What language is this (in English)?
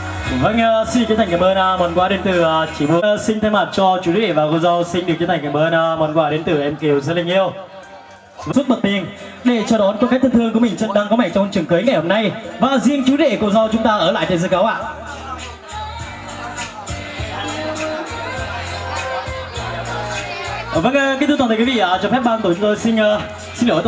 Vietnamese